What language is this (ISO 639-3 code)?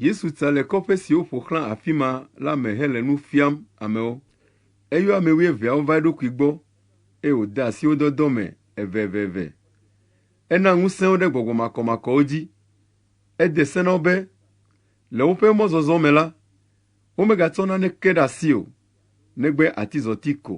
ewe